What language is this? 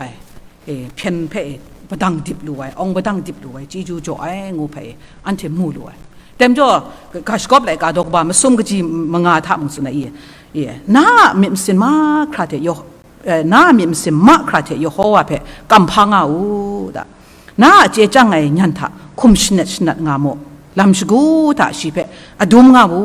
Kachin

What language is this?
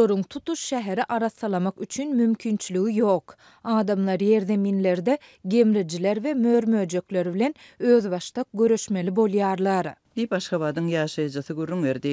Turkmen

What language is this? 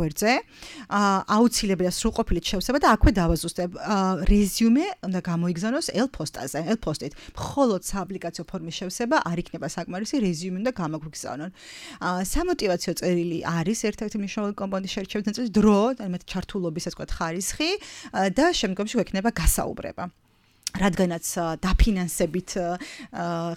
Georgian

